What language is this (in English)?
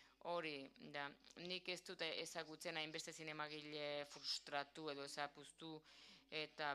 Basque